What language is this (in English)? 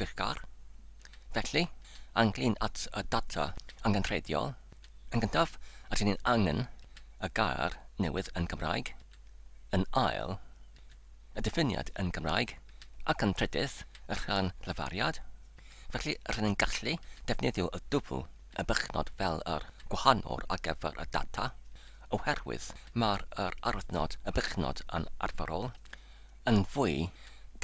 Welsh